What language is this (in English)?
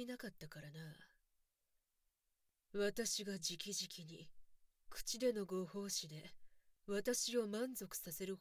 Japanese